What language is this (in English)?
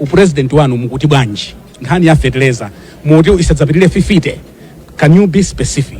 Nyanja